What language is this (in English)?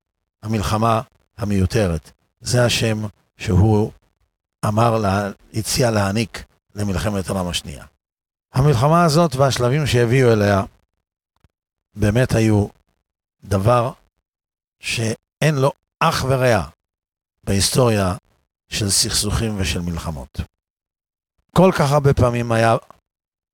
Hebrew